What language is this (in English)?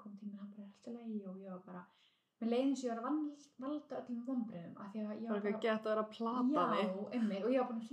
Icelandic